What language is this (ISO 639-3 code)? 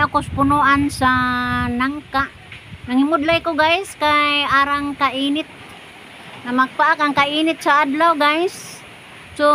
ceb